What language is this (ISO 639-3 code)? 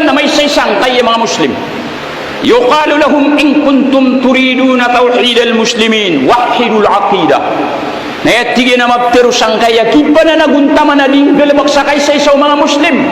mrw